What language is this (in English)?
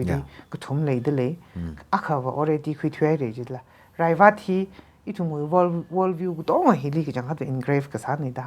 Tangkhul Naga (India)